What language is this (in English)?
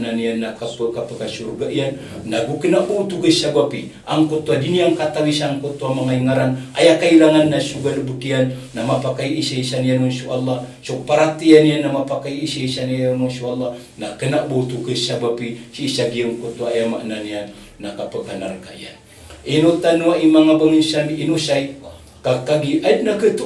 Maranao